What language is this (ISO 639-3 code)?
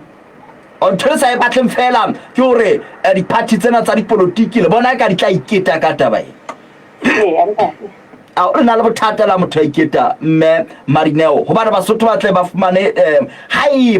sot